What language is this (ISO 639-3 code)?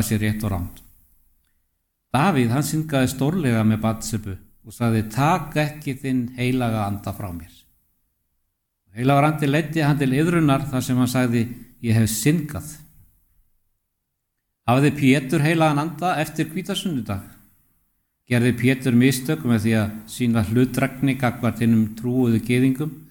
isl